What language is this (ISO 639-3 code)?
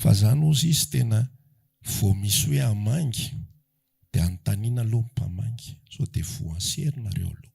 mlg